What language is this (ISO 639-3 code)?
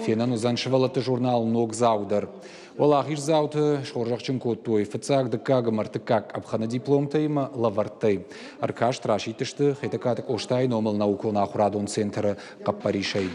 oss